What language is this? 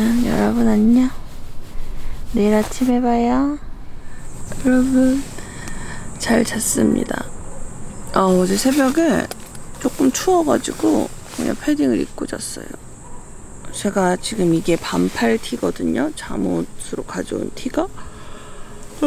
Korean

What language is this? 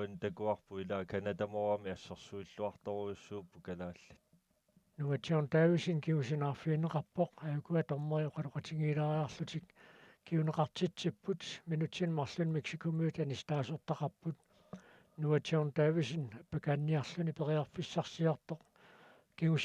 Kalaallisut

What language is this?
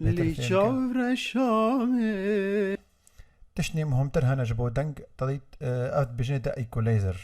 Kurdish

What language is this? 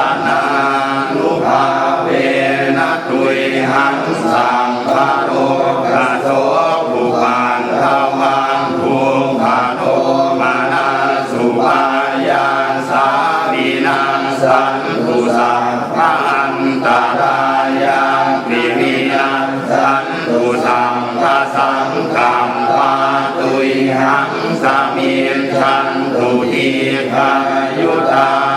Pali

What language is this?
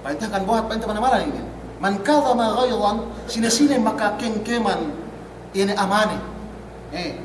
Yakan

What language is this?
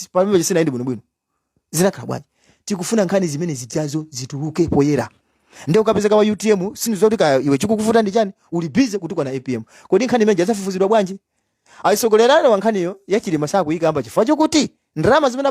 Nyanja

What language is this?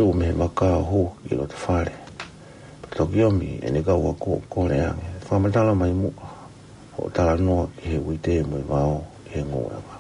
Tongan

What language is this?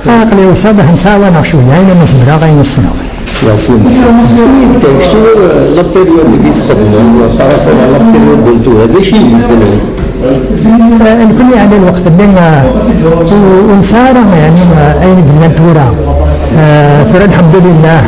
Kabyle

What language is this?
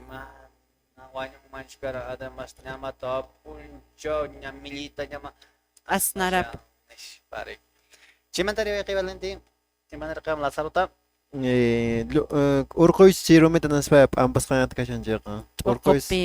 Quechua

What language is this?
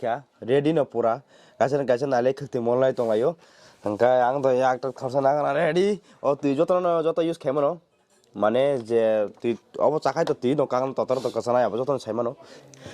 Kok Borok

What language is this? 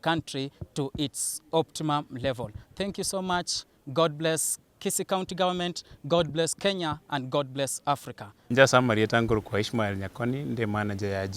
Gusii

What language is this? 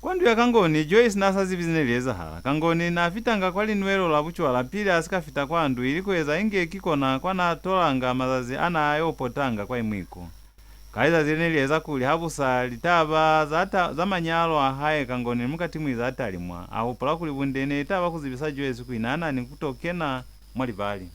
Lozi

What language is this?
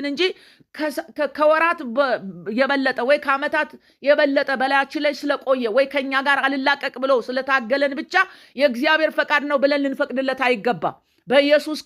Amharic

